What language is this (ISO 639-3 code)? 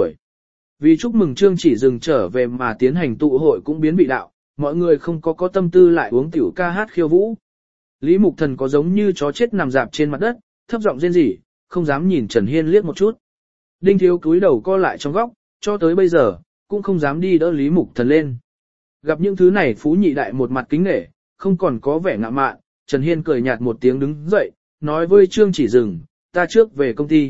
vie